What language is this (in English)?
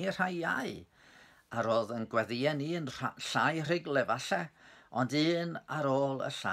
Welsh